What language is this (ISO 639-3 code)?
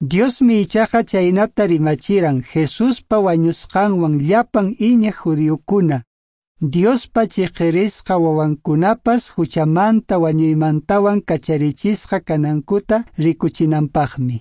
que